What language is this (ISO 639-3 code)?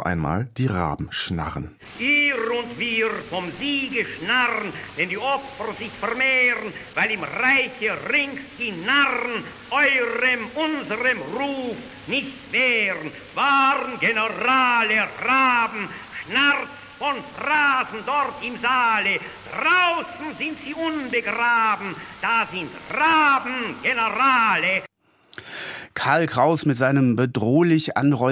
deu